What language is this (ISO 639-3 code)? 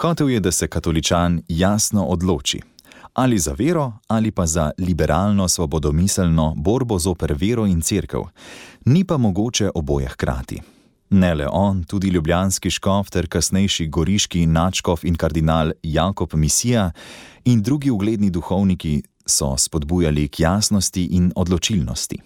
slv